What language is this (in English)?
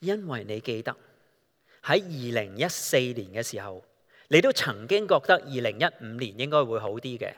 Cantonese